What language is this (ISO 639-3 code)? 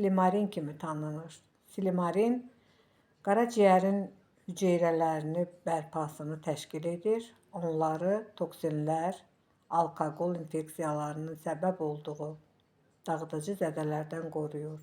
aze